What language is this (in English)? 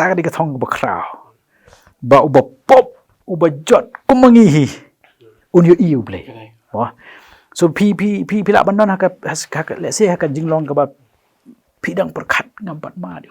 Khasi